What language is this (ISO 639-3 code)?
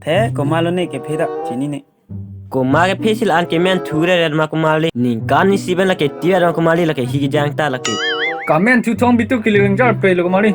mjw